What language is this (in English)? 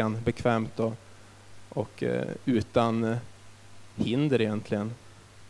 Swedish